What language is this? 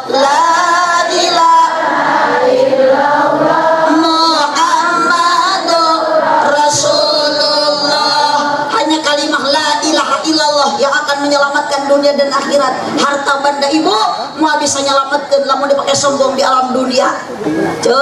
Sundanese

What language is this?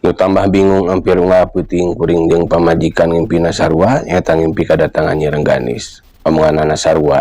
Sundanese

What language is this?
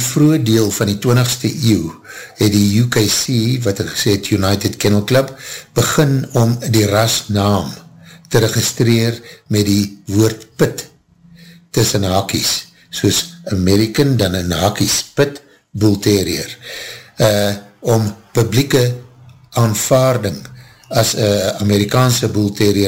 Afrikaans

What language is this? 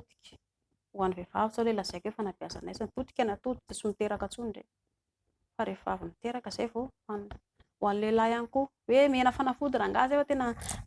Malagasy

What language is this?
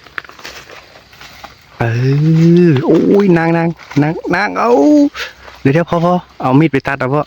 Northeastern Thai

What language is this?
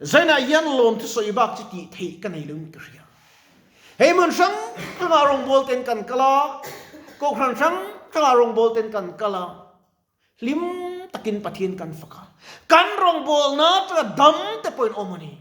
Mizo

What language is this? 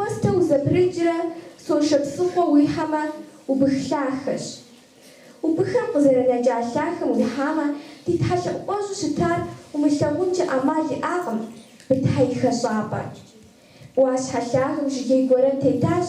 Kabardian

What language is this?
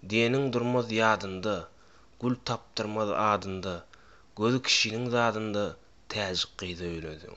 Turkmen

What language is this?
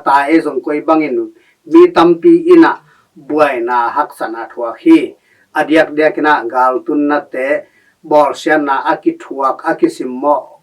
Tedim Chin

